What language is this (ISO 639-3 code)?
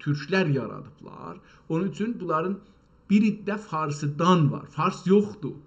azb